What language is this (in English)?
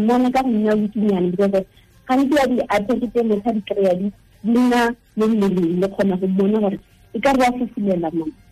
Tswana